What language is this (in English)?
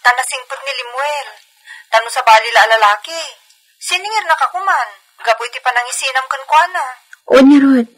Iloko